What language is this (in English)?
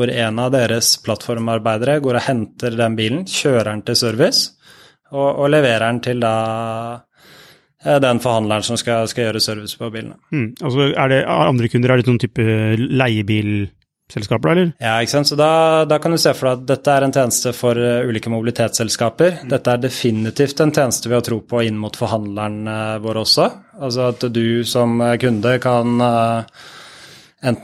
Norwegian